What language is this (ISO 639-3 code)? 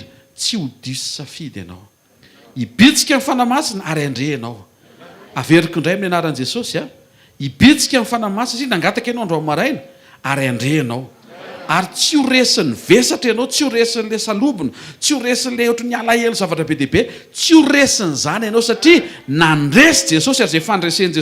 mlg